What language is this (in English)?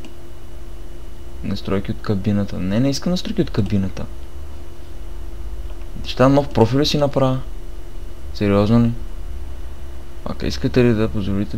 Bulgarian